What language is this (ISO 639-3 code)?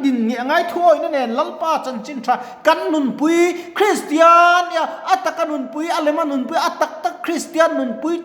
lus